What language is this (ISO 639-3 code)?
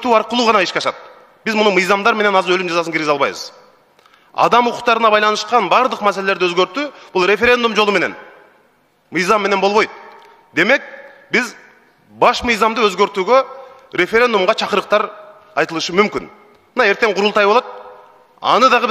kir